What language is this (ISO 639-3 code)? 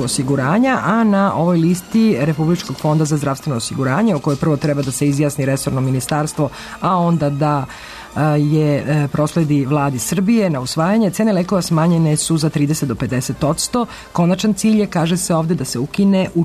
srp